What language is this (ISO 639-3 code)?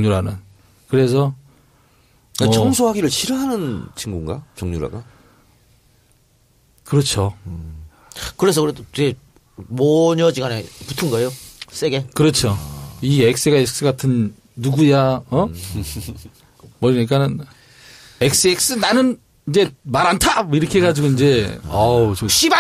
kor